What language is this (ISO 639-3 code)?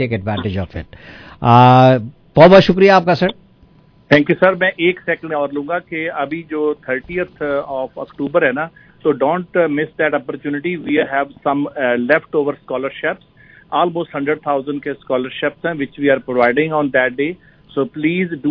urd